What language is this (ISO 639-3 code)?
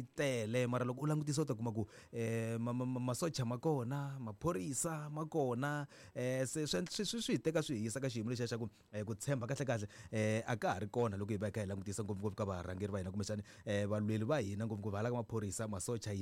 tso